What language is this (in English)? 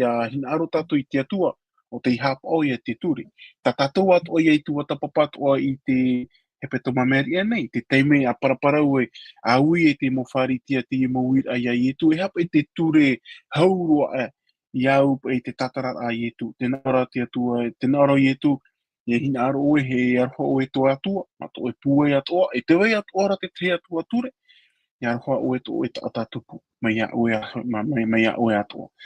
Tahitian